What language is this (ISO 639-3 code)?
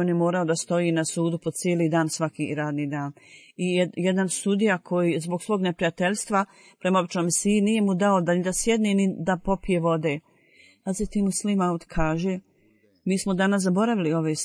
bos